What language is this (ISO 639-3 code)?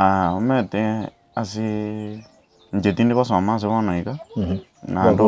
guz